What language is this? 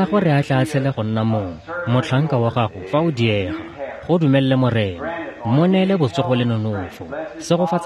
Tswana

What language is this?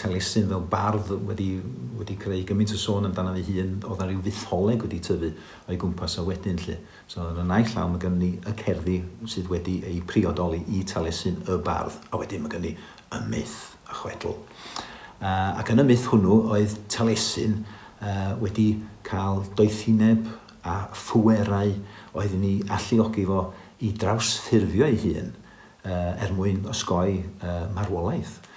Welsh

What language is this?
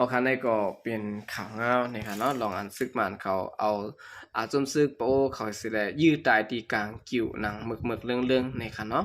Shan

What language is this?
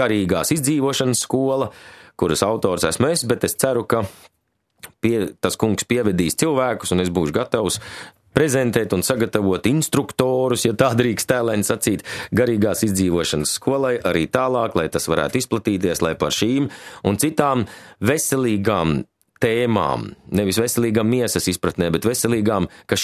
Latvian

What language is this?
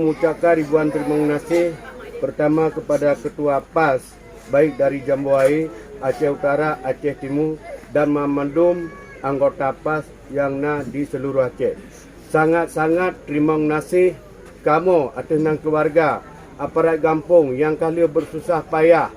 Achinese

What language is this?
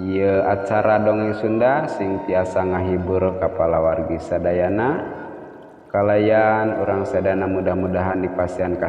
Sundanese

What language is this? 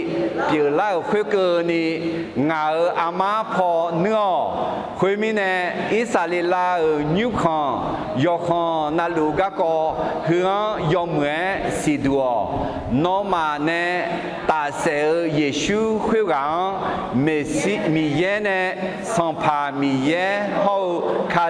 Akha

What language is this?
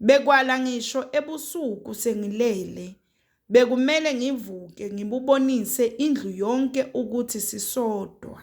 Zulu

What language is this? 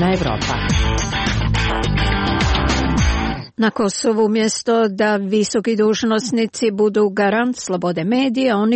Croatian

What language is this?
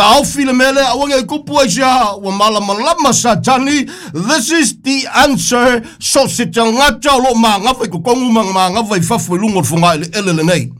Samoan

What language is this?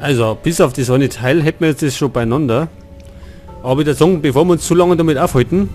Bavarian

